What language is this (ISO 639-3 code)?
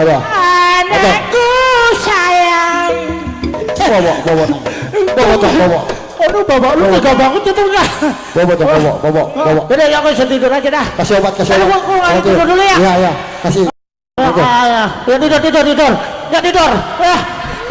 bew